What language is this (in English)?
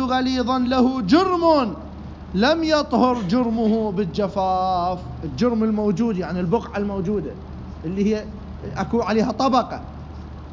Mesopotamian Arabic